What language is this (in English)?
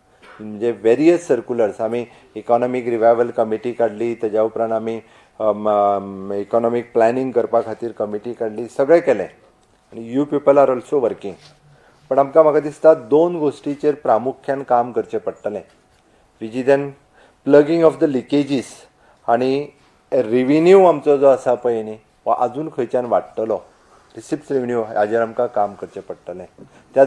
Konkani